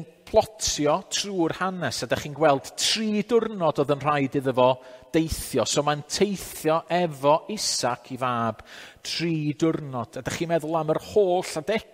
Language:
Welsh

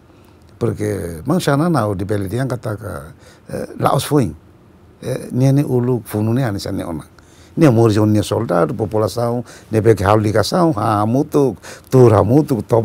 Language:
Tetum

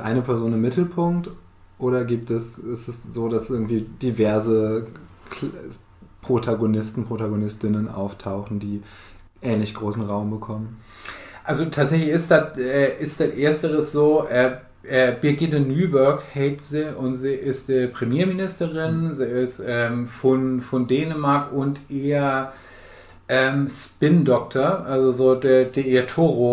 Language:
Low German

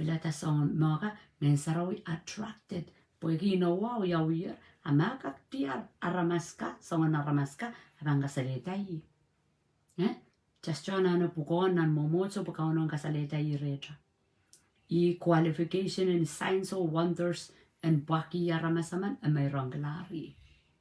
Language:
Pohnpeian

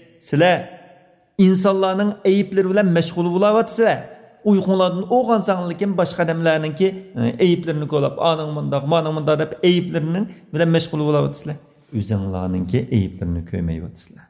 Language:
Uyghur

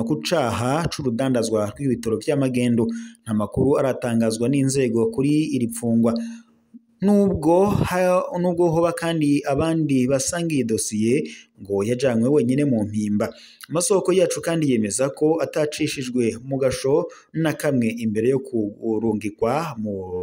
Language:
Rundi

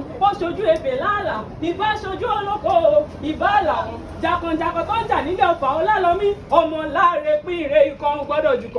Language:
Yoruba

